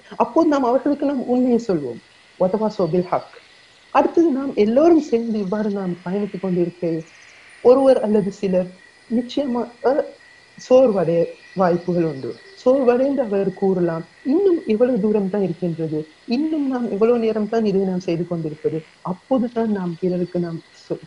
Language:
Tamil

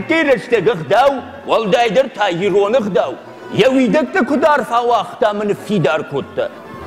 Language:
Ossetic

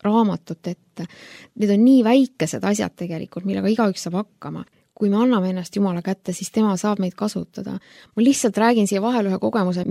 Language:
Estonian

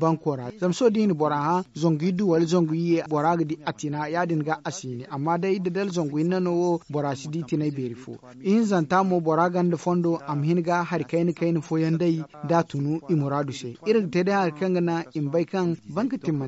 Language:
Zarma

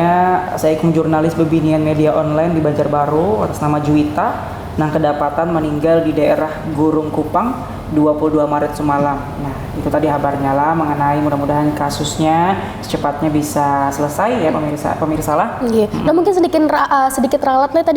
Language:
Banjar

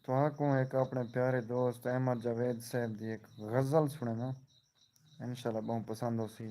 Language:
Saraiki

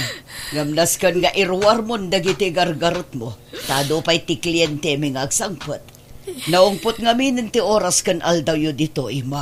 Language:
Iloko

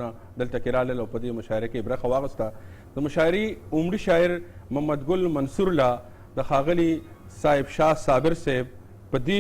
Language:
Pashto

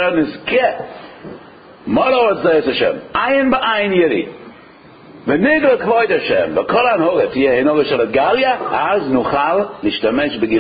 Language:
Hebrew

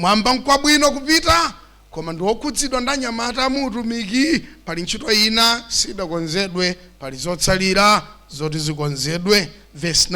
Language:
Nyanja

